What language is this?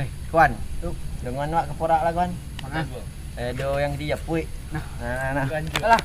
Minangkabau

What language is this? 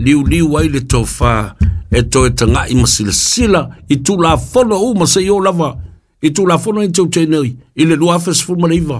Samoan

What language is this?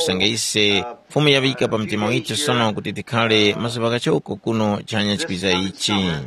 Tumbuka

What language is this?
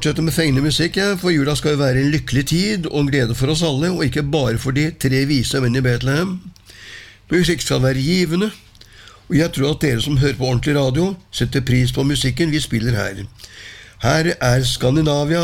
Norwegian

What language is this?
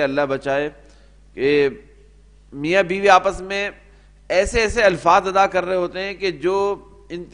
Urdu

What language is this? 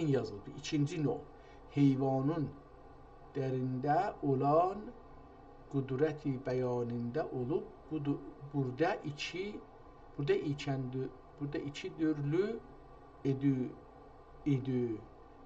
South Azerbaijani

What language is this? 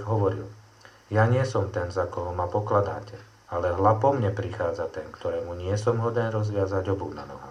Slovak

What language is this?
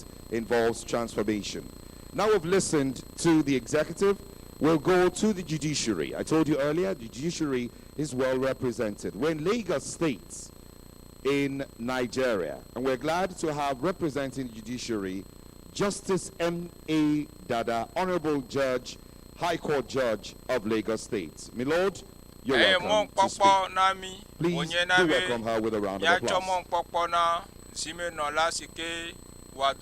Ewe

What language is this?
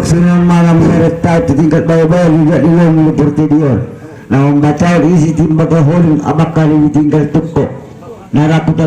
Batak Angkola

